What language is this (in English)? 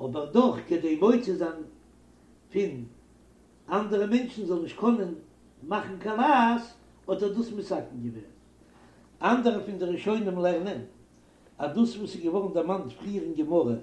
Yiddish